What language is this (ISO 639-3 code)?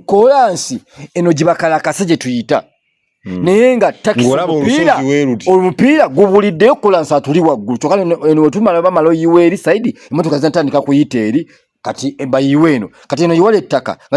lug